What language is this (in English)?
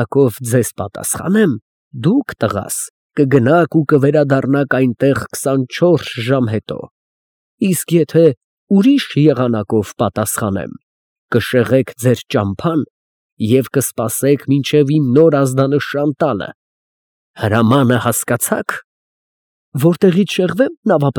Armenian